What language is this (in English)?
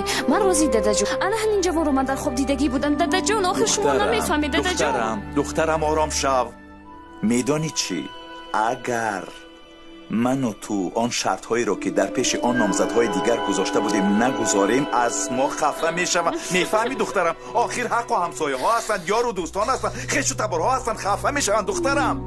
Tajik